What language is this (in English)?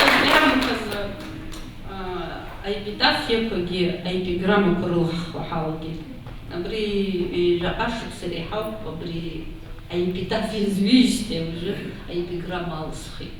Abkhazian